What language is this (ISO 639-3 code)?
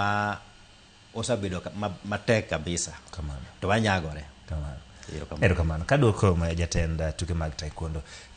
luo